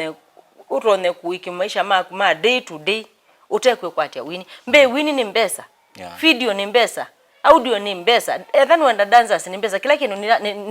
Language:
Kamba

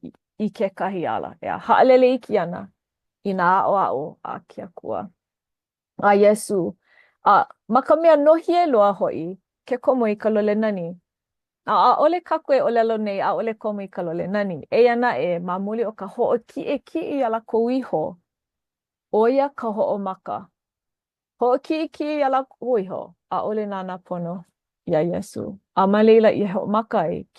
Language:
Hawaiian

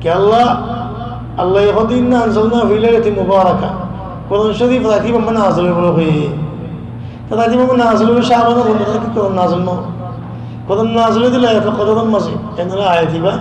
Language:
Rohingya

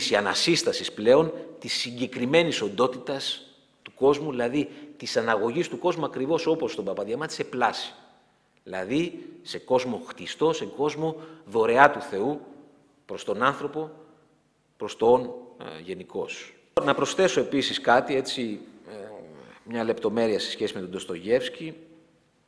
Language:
Greek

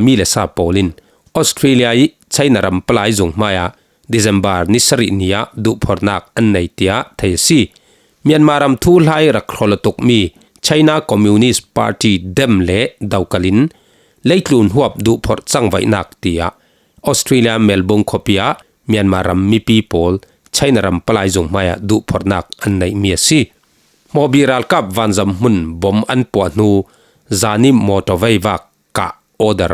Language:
Falam Chin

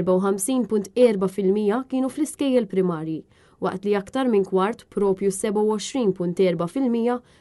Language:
Maltese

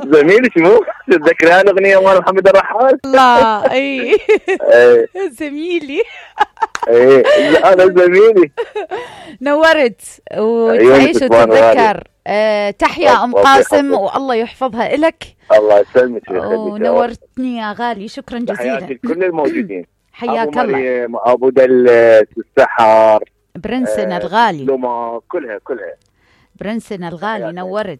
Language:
Mesopotamian Arabic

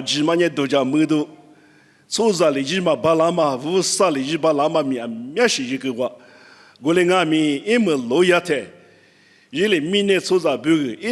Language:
Lisu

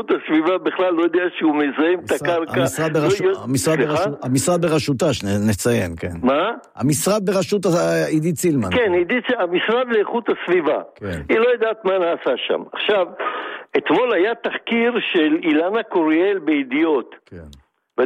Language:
Hebrew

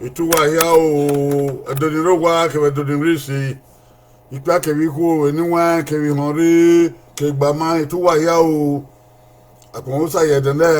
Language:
Bini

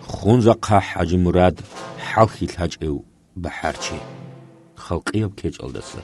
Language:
Avaric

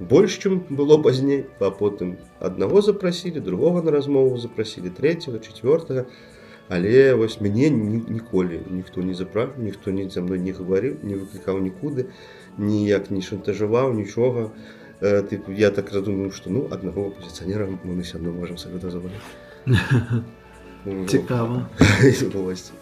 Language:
Belarusian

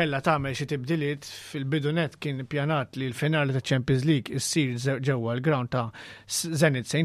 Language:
Maltese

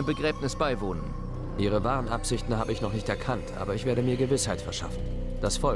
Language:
Bavarian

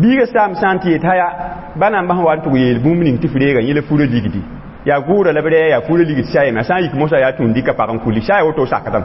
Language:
Mossi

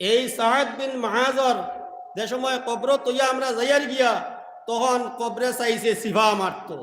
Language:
Sylheti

